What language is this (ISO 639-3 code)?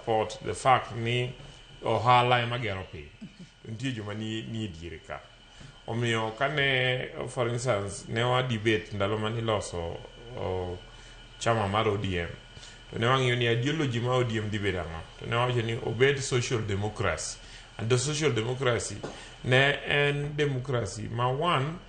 luo